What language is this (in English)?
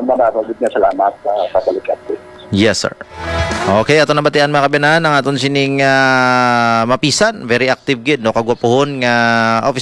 Hiligaynon